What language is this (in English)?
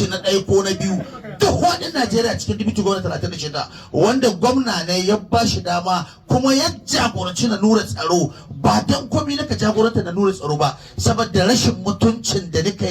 Hausa